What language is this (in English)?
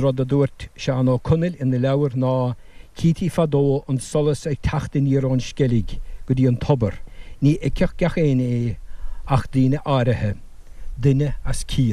Irish